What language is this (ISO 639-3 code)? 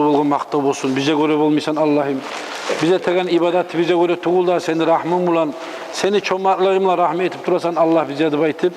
kum